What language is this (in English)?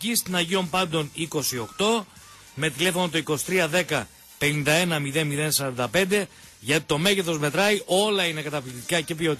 Greek